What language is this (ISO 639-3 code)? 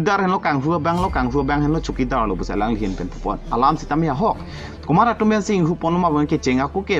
mjw